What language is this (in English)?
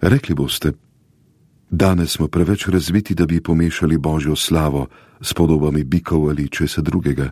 Slovenian